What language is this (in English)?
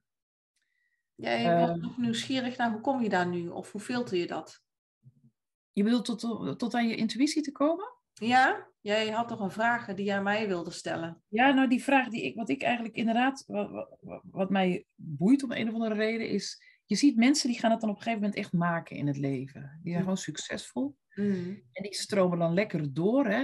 Dutch